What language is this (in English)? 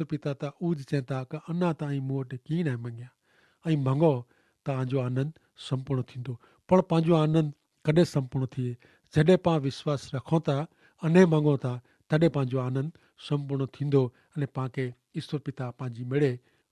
Kachhi